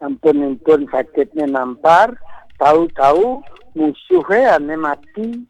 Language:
Balinese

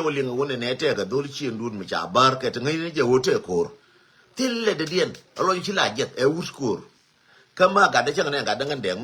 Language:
Nuer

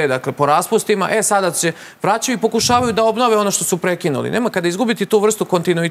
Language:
Serbian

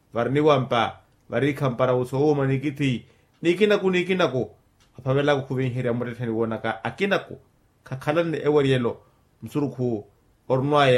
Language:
Makhuwa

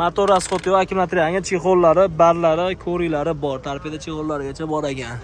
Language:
Uzbek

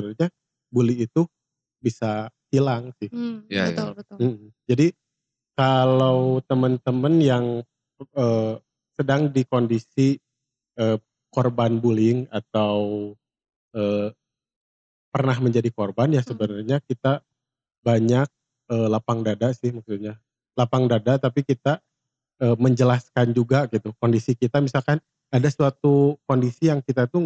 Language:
Indonesian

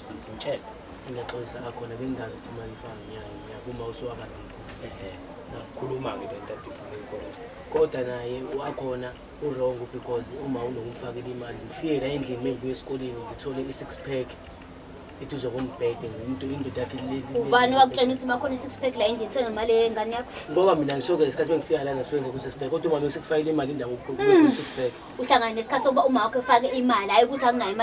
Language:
Zulu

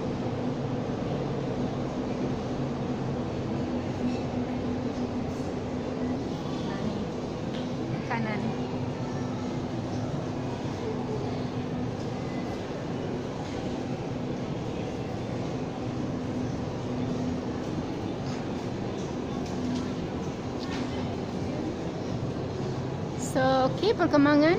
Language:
Malay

